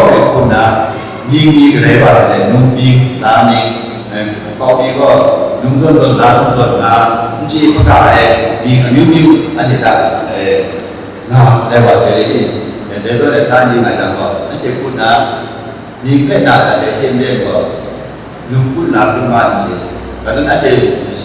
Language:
Kachin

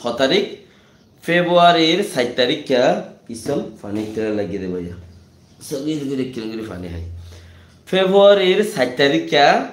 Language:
Rohingya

